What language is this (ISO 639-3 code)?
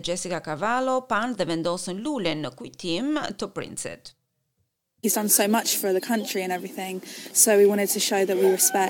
sqi